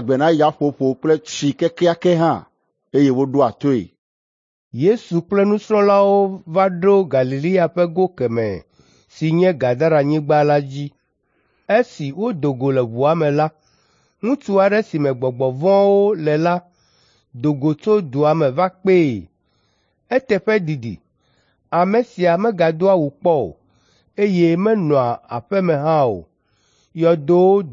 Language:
Ewe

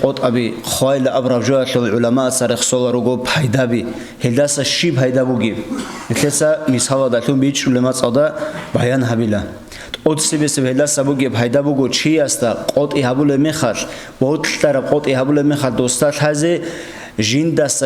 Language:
Avaric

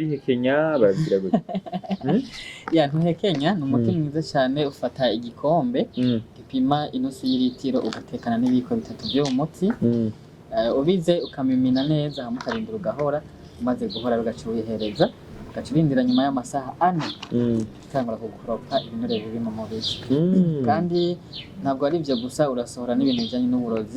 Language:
Rundi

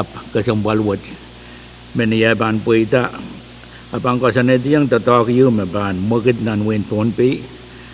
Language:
Pohnpeian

